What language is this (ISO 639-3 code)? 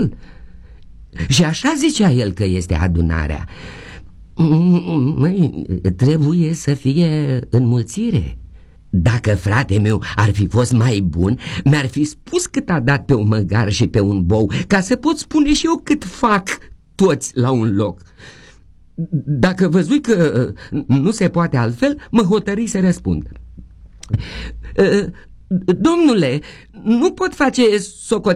ron